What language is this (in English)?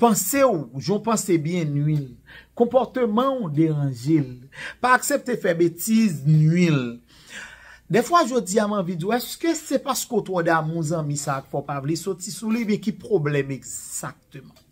Haitian Creole